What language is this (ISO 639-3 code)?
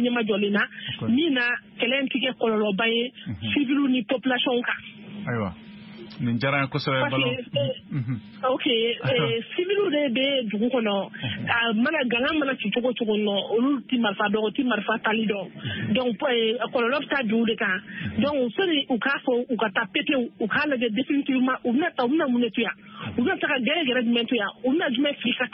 bam